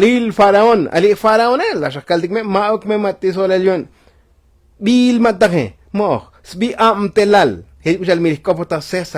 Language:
Tzotzil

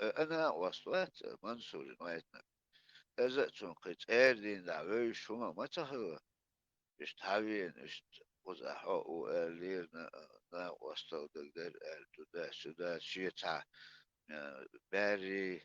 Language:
Chechen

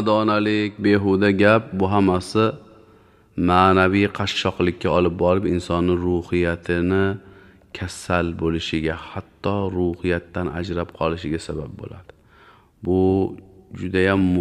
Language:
Uzbek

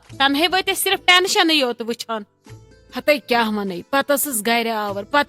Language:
Kashmiri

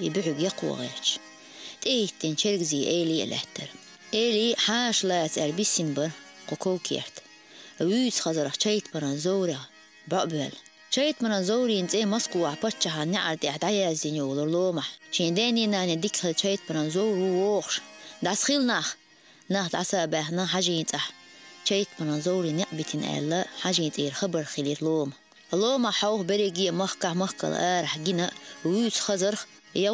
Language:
Chechen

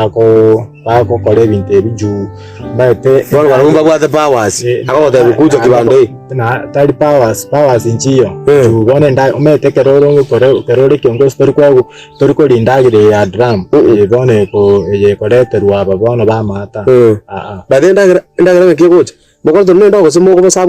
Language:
Gusii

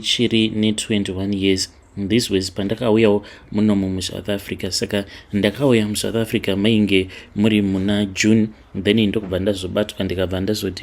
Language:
Shona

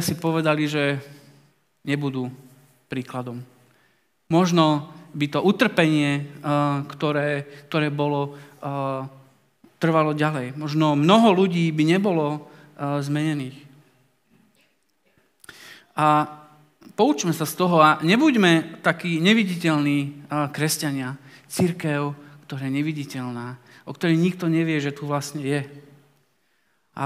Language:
Slovak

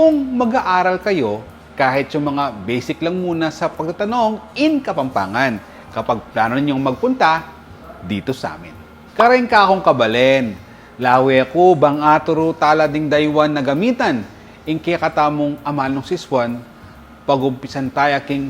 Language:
Pampanga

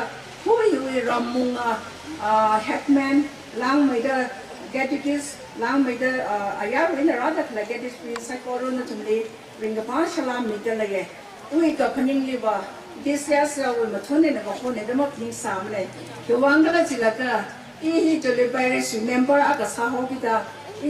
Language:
Tangkhul Naga (India)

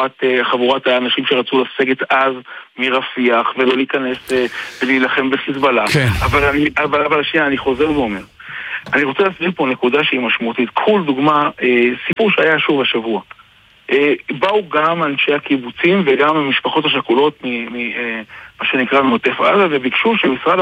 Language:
Hebrew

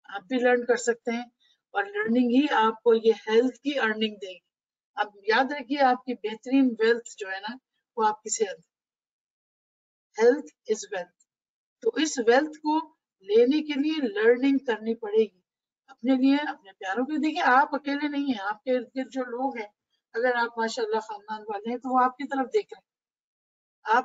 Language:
Urdu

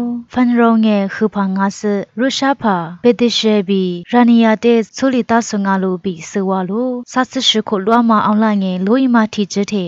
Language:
Lisu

